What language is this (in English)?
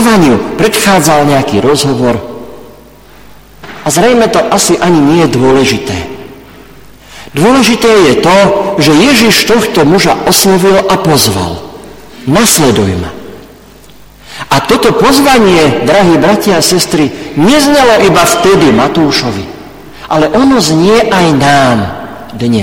Slovak